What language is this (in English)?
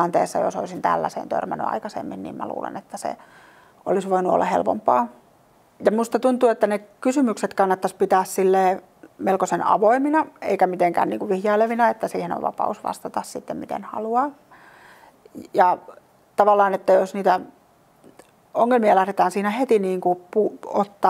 Finnish